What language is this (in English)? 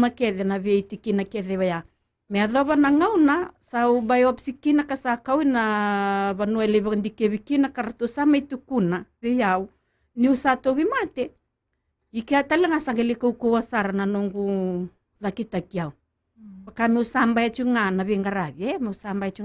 Fijian